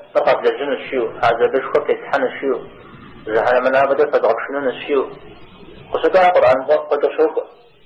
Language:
Kabardian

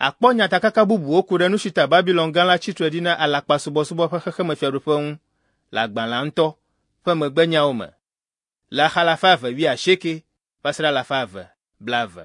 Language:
Ewe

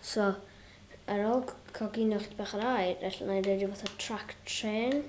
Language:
Welsh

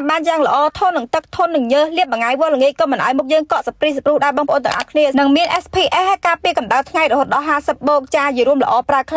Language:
Khmer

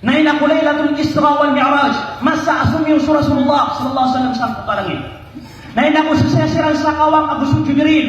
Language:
Maranao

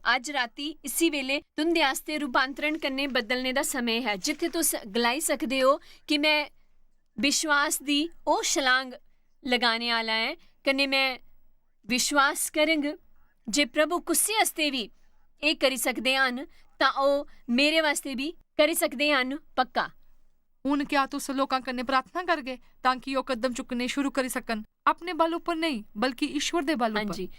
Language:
Dogri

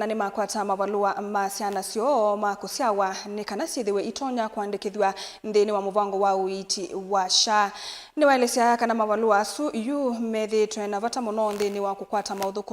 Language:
Kamba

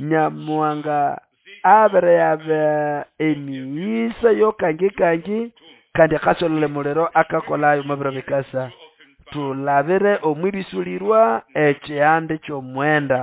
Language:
Nande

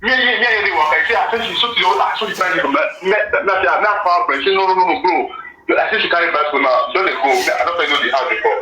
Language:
Nigerian Pidgin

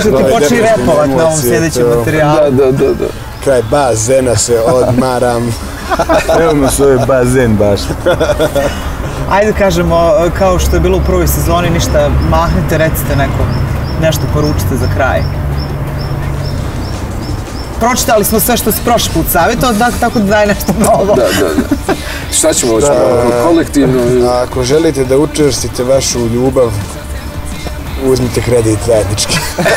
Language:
Bosnian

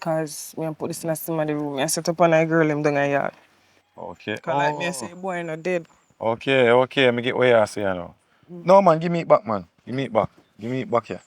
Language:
Jamaican Creole English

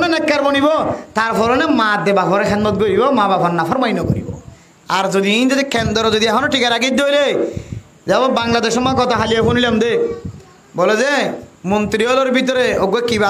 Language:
Rohingya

